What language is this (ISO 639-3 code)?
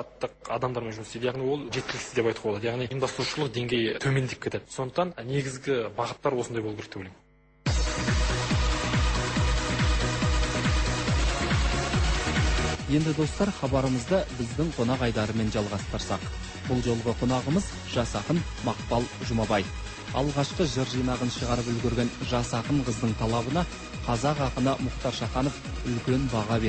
kaz